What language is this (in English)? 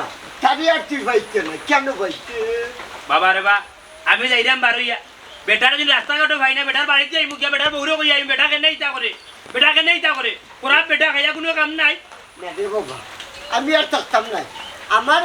Sylheti